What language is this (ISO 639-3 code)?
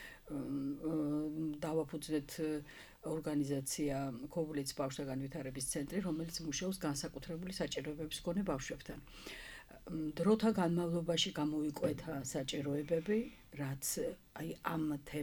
kat